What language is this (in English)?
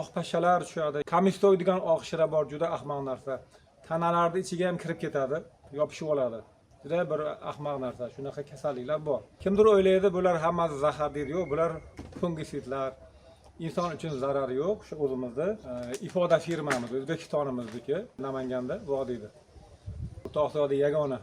Uzbek